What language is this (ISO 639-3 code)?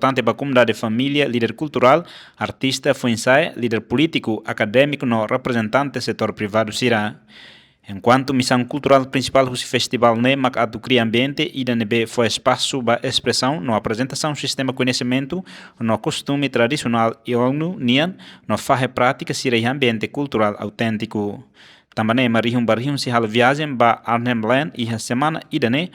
tet